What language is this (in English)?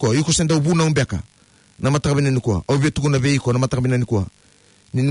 Fijian